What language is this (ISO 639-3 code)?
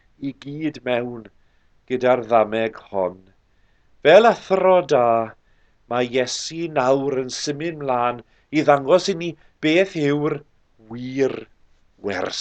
cym